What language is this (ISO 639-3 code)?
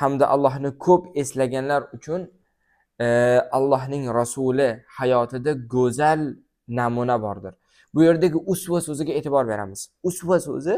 uzb